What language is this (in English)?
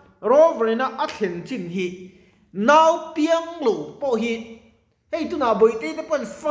Mizo